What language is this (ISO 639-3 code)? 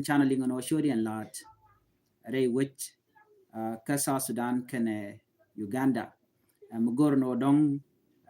nus